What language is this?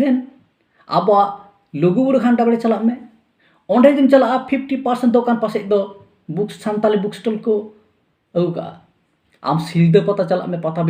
Santali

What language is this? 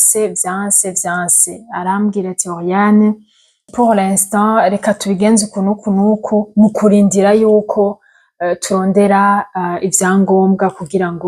Rundi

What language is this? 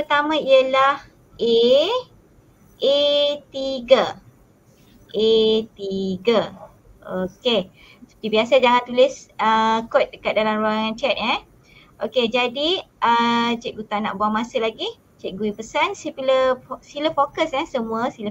Malay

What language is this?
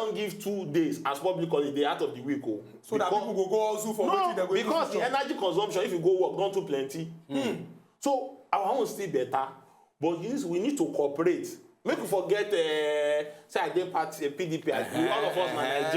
Nigerian Pidgin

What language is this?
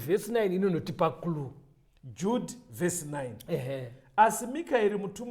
Shona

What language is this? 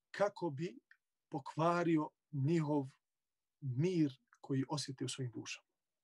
Bosnian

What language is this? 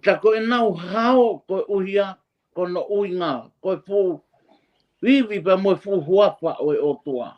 Tongan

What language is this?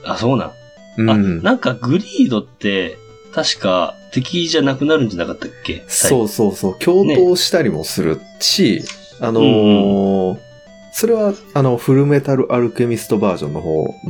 Japanese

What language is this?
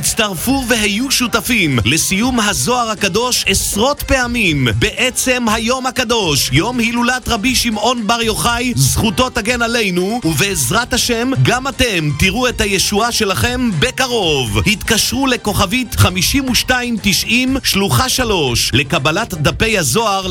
Hebrew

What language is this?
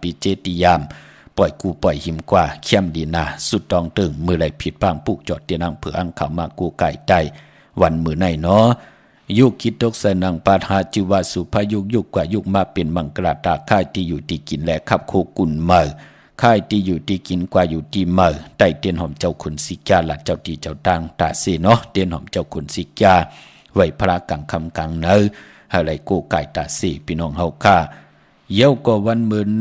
Shan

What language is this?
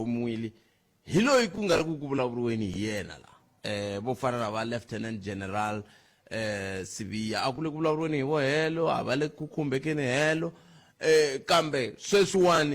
Tsonga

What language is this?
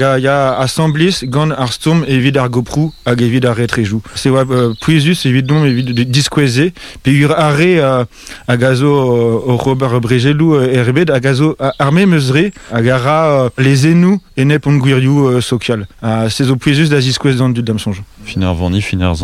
Breton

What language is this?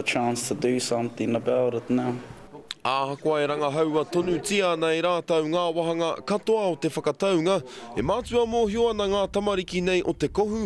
Māori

